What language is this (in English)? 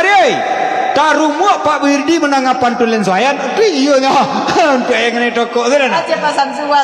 Minangkabau